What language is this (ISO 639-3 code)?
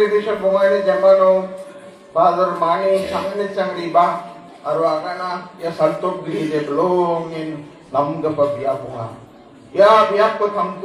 grt